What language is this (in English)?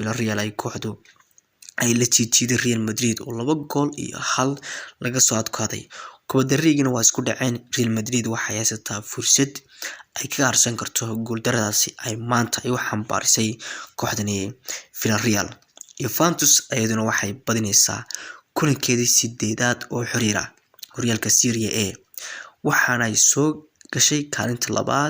Somali